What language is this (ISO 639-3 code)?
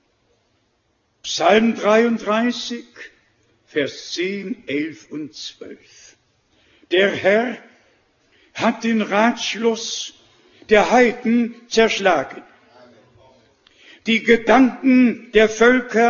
deu